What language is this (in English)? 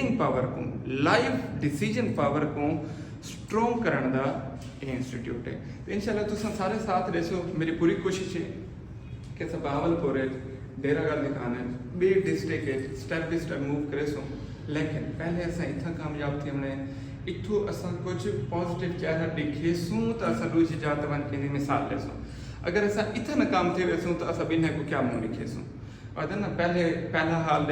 Saraiki